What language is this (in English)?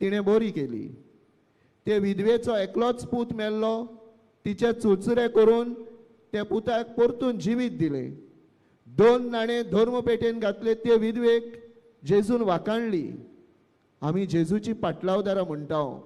Konkani